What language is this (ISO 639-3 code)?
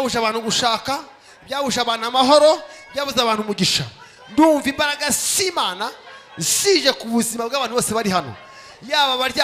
kin